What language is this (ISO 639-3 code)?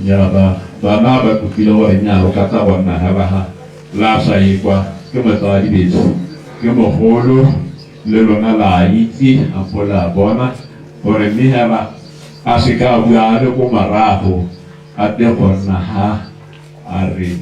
tsn